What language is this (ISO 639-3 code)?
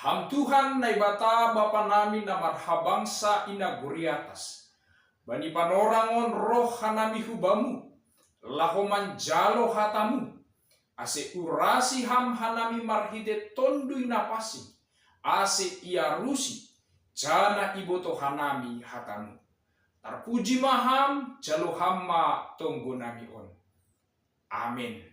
bts